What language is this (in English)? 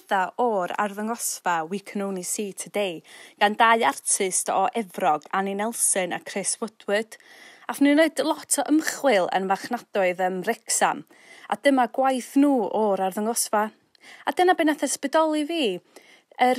Welsh